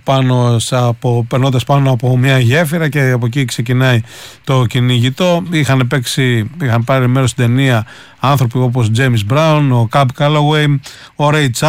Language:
Greek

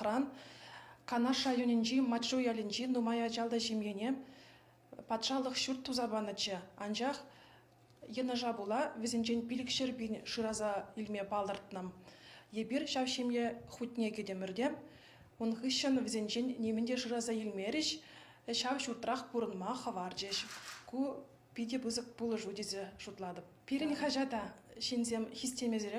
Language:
Chuvash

